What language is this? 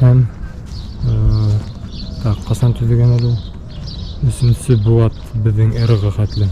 Bashkir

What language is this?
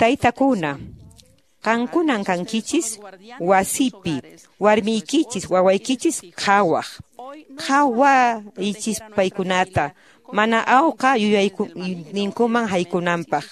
Quechua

